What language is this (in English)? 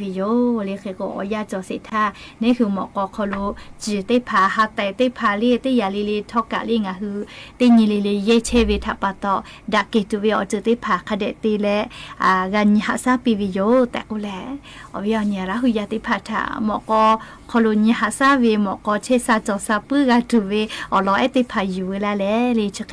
Lahu